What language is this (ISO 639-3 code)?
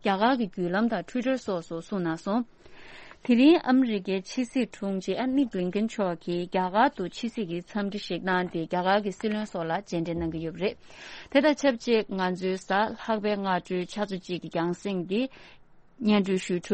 bod